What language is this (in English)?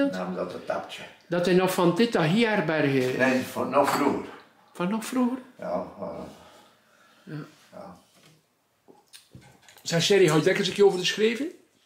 Dutch